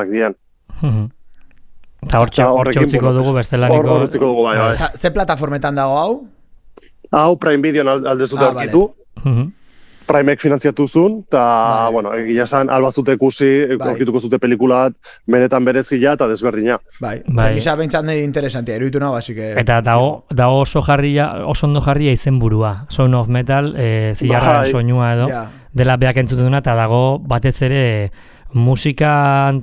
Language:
Basque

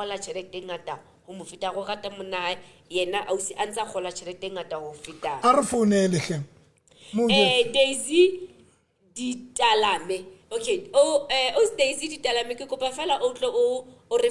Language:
Southern Sotho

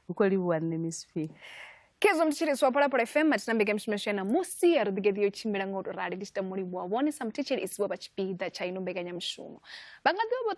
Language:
Venda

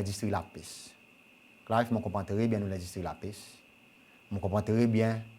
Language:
Seselwa Creole French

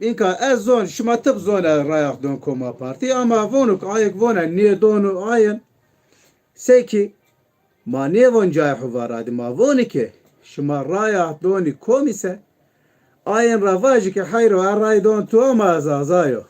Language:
Zaza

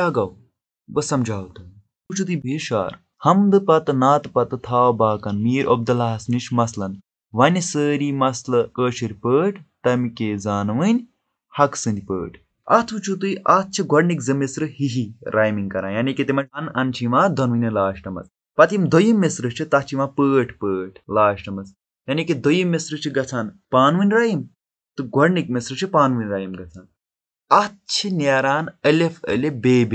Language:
Kashmiri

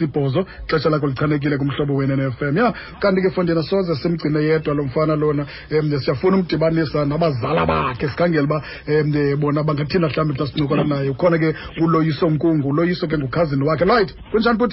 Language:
Xhosa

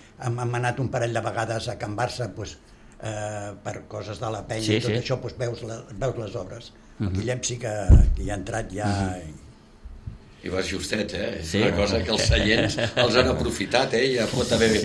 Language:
Catalan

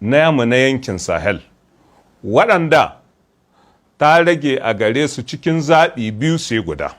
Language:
Hausa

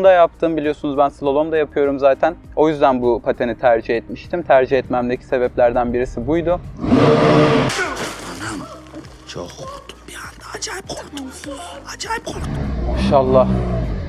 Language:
Turkish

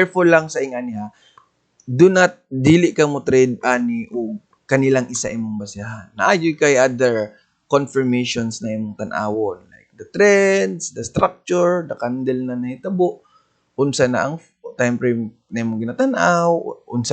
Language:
Cebuano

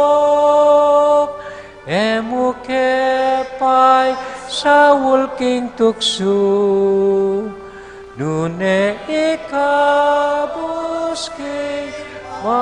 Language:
Pampanga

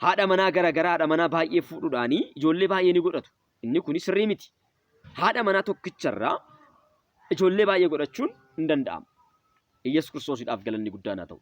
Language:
Oromo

